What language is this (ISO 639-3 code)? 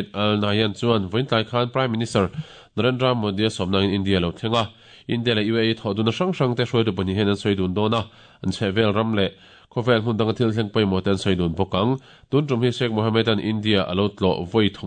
lus